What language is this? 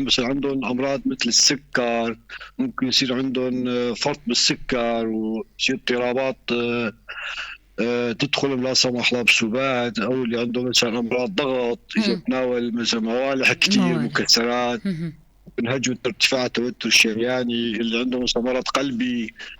North Levantine Arabic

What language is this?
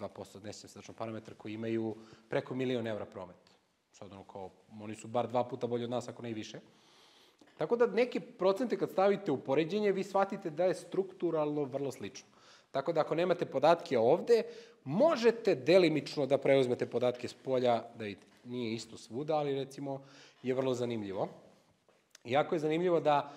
Serbian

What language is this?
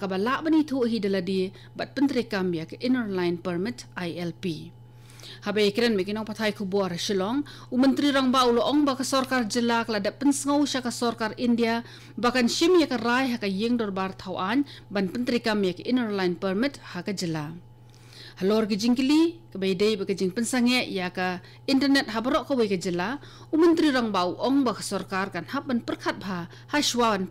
Khasi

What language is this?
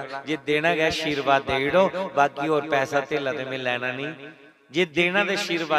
Dogri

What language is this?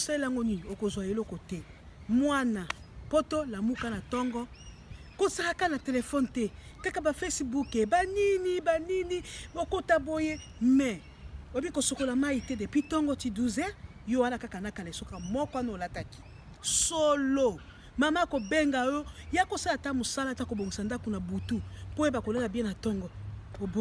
Lingala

